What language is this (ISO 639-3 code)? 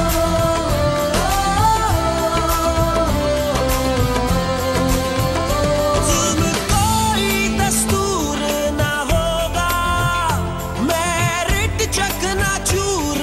urd